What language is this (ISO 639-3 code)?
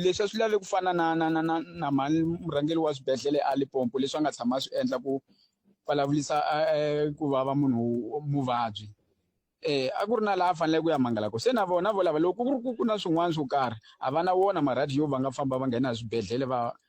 tso